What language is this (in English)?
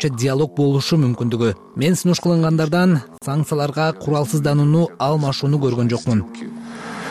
Kyrgyz